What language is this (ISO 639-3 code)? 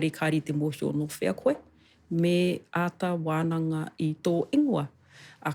mri